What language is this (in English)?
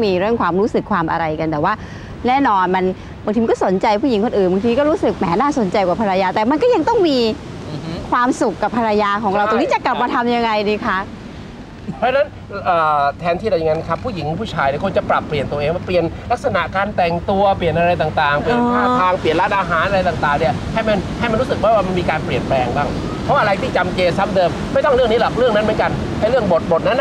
Thai